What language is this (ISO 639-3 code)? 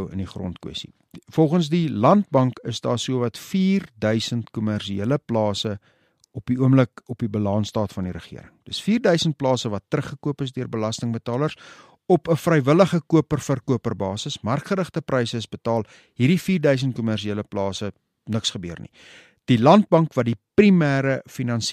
afr